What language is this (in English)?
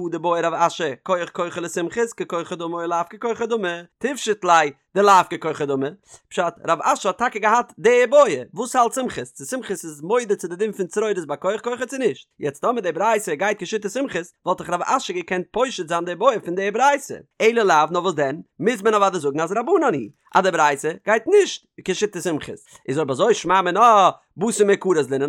Yiddish